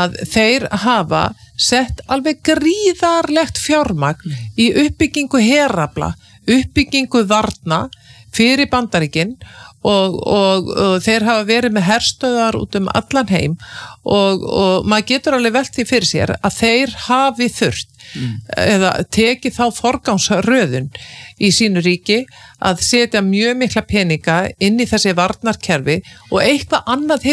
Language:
Icelandic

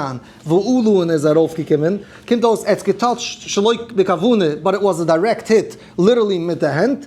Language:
Yiddish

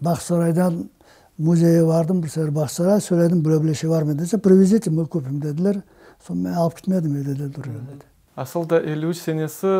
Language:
Crimean Tatar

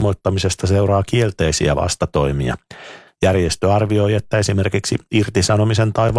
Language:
Finnish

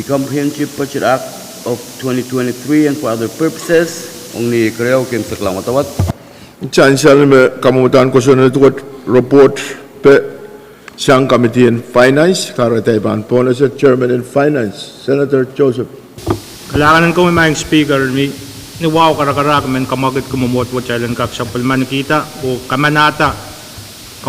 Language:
Pohnpeian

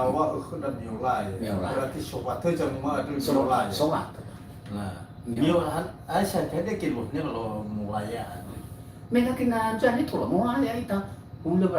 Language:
Nias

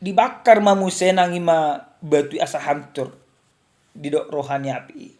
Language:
Batak Toba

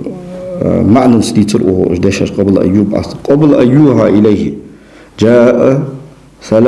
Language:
Ingush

